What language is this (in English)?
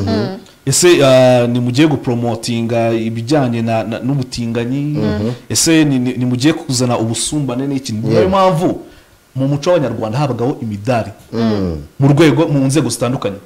Kinyarwanda